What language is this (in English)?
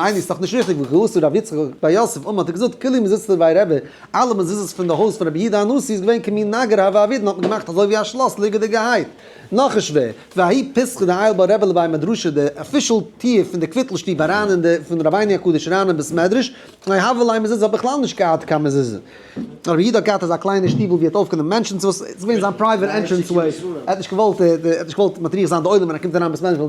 Yiddish